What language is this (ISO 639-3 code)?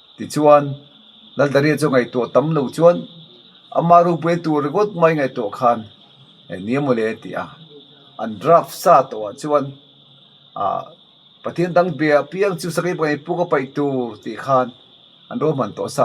lus